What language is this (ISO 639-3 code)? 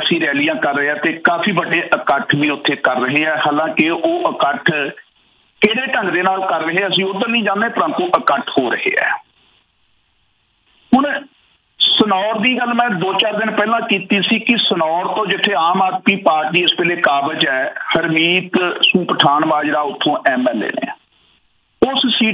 pan